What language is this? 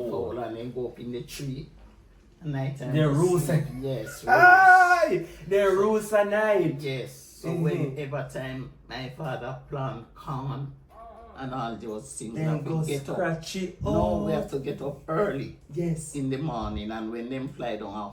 Jamaican Creole English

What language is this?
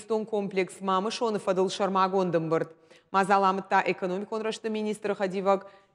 Ossetic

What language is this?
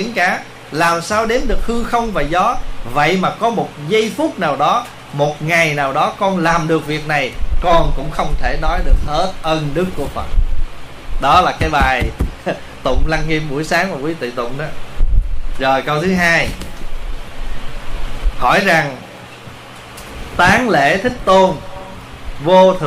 Vietnamese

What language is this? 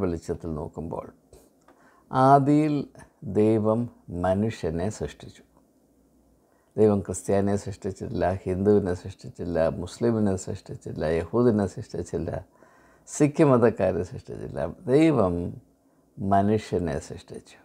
Malayalam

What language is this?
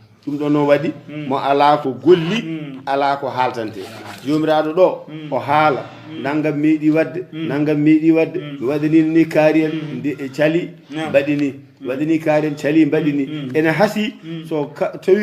Fula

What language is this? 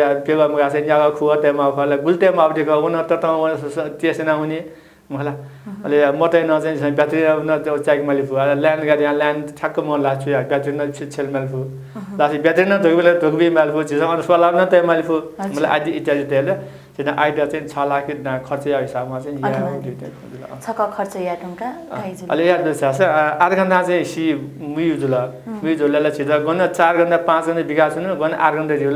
Newari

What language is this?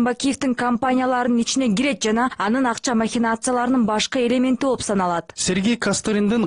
Kyrgyz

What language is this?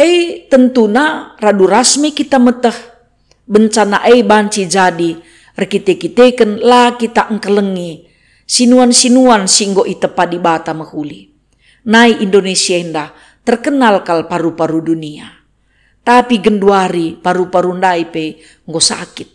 Batak Karo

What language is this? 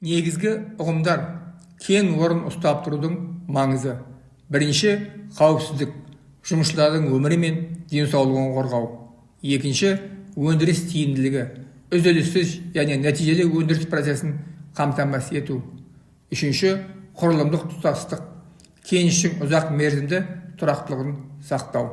Kazakh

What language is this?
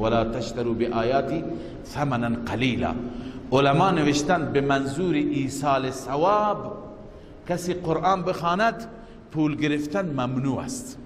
Persian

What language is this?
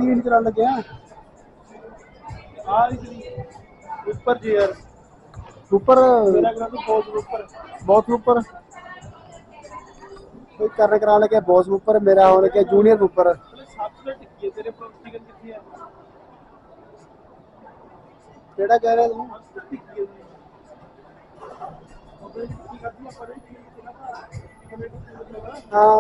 Punjabi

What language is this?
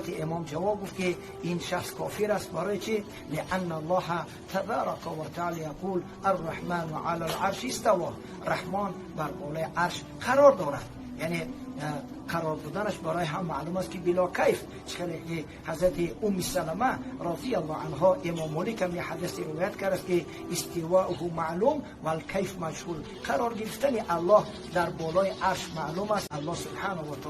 Persian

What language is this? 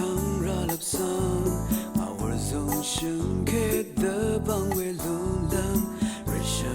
Rawang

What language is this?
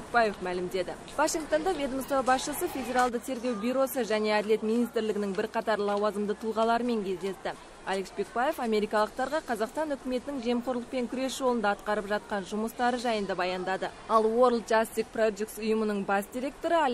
Kazakh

